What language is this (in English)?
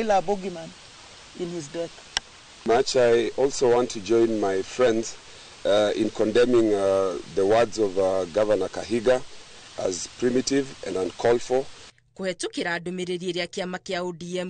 Kikuyu